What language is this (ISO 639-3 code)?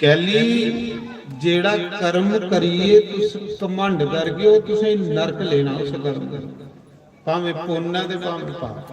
doi